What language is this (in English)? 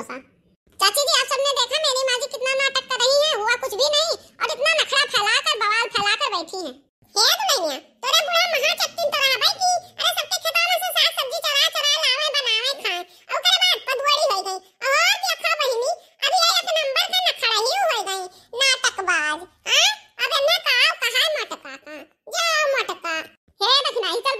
Awadhi